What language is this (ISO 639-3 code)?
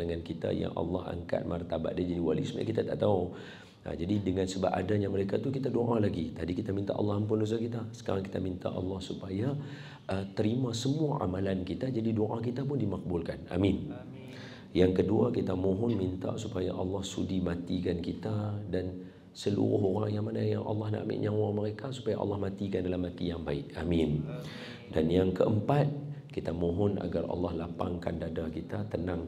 msa